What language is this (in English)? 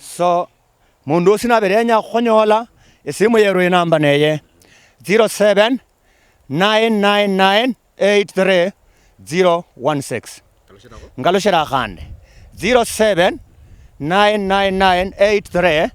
Luyia